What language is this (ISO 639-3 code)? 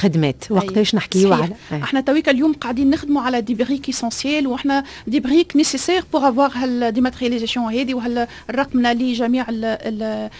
aeb